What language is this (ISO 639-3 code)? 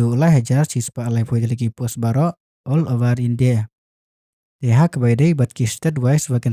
kha